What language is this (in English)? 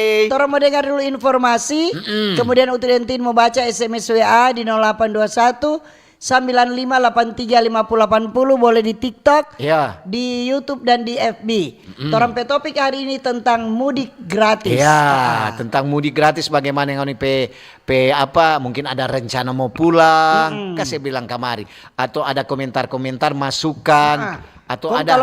Manado Malay